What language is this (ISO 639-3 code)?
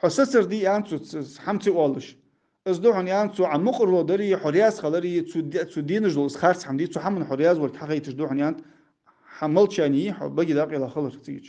inh